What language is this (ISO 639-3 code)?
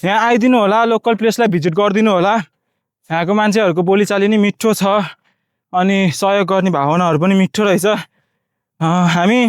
nep